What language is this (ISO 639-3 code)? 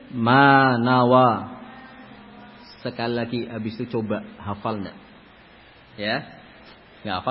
ind